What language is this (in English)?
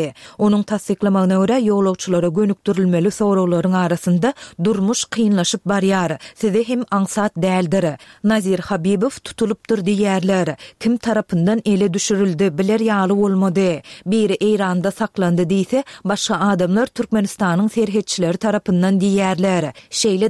Turkmen